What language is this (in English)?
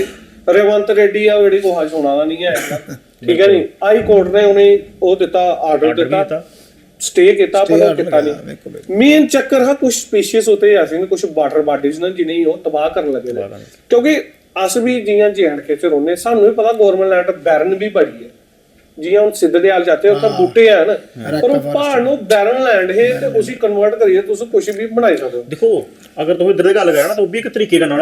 Dogri